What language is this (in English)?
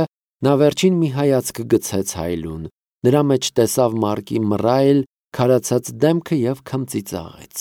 Armenian